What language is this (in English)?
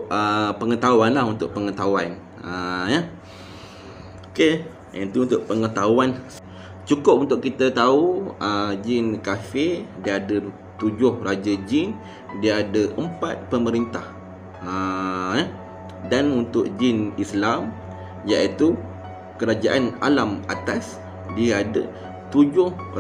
Malay